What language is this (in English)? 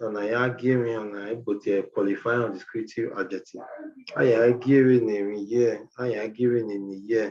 Bini